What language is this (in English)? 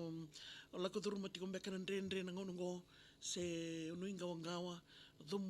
Fijian